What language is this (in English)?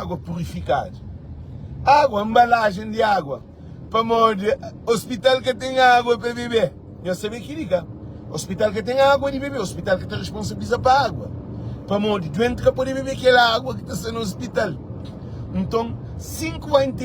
Kabuverdianu